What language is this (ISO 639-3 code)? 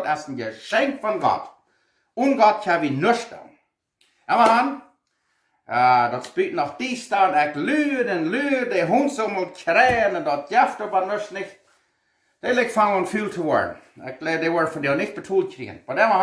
pdt